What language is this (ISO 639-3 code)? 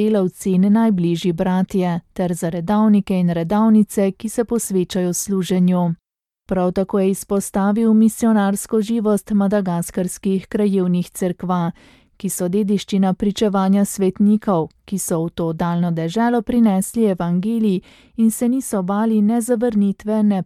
slv